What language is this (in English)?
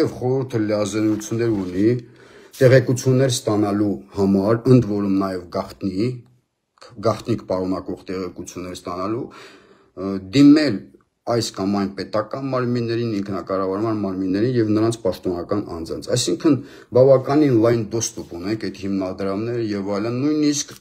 Armenian